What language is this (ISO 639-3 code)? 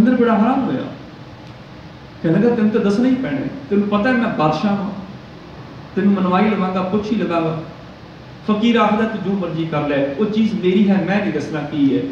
pan